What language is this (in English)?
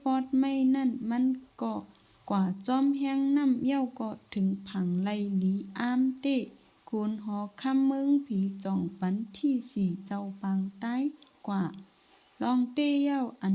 Shan